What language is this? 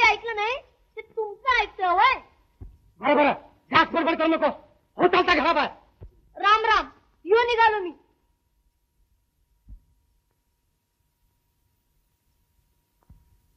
Marathi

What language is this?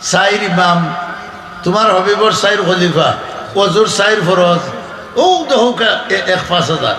Sylheti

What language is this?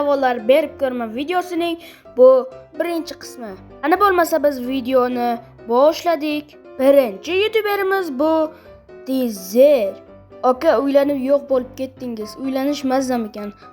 Uzbek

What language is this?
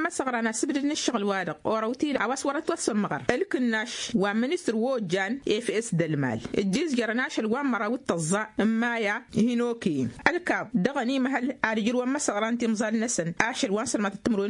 Tamasheq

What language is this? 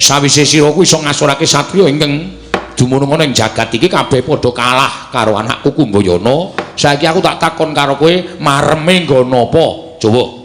Javanese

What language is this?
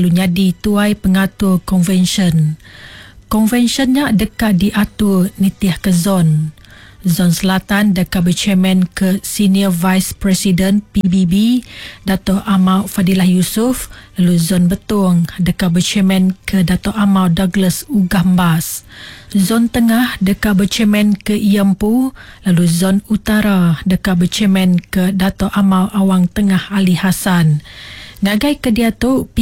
Iban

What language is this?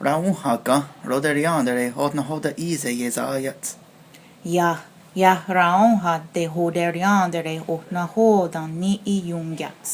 Mohawk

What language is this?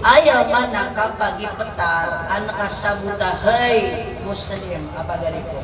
Maranao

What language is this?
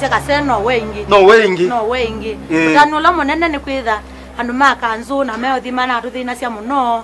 Kamba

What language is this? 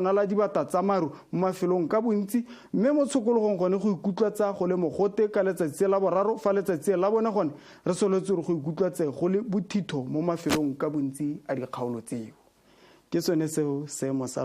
Tswana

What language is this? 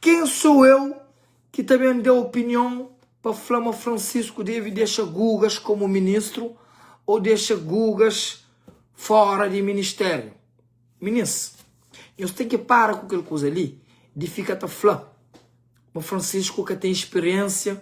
Kabuverdianu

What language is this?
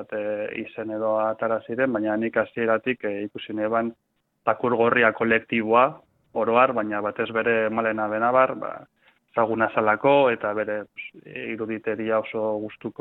Basque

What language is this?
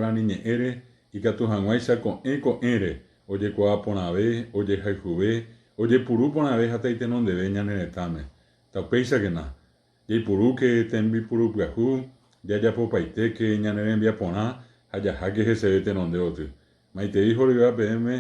Guarani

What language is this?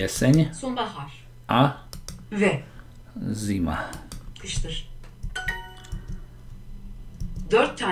Slovak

